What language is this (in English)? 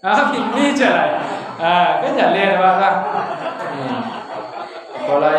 Minangkabau